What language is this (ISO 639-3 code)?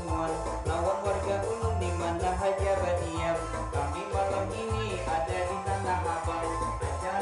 bjn